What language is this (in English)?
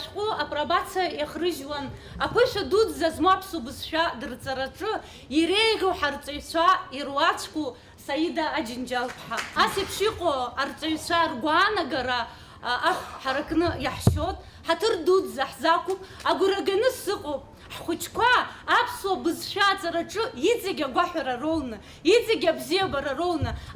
Abkhazian